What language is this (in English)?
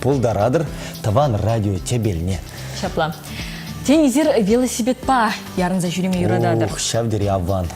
Chuvash